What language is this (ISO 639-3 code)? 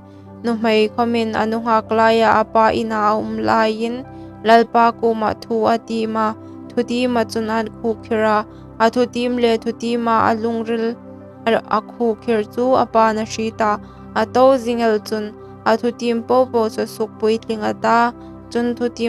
hmr